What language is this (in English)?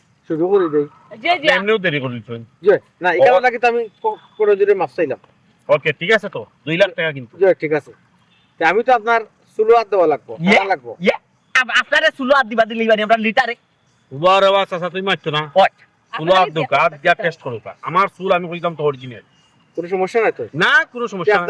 Sylheti